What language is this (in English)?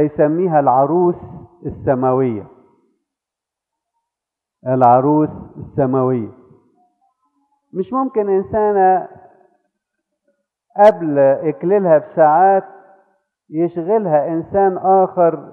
Egyptian Arabic